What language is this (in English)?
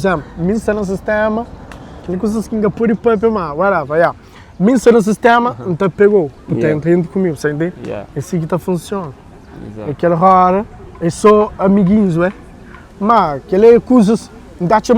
Kabuverdianu